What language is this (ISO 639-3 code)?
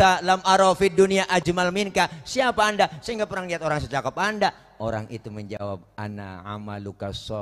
bew